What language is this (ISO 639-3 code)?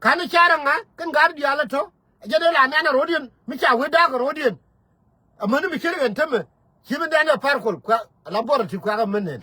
nus